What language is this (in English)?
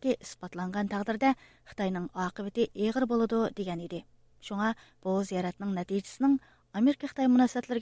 Uyghur